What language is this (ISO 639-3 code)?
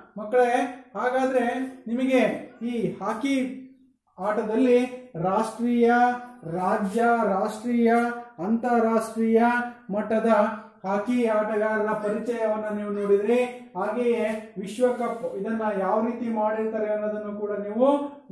kan